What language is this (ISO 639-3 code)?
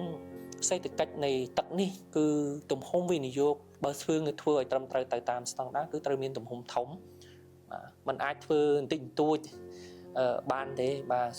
khm